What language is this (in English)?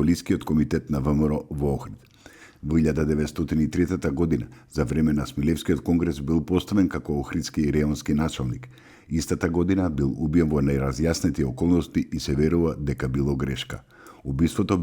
Macedonian